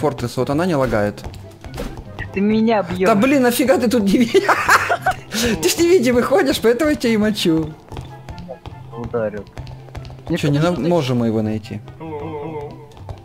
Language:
Russian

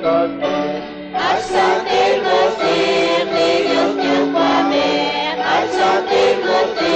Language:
Kekchí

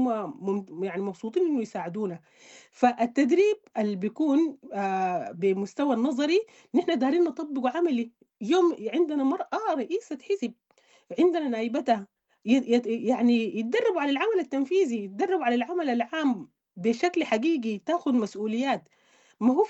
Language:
Sudanese Arabic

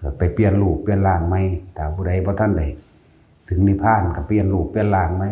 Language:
Northeastern Thai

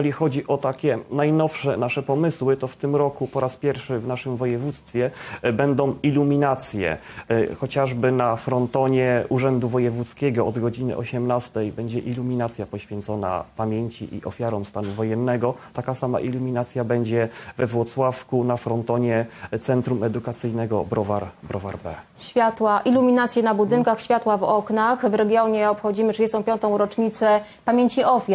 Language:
Polish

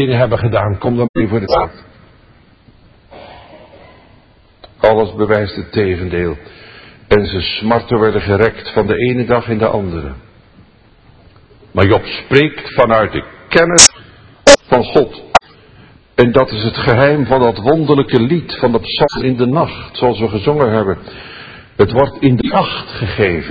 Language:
Dutch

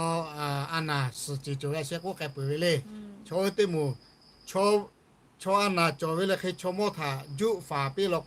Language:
Lahu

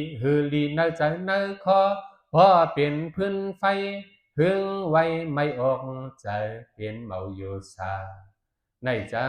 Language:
Shan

